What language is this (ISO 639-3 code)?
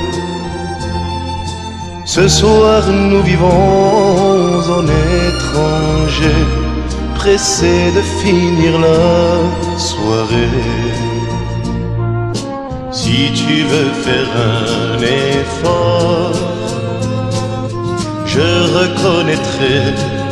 fra